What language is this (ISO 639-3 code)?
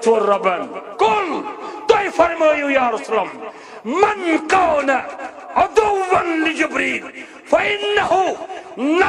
kas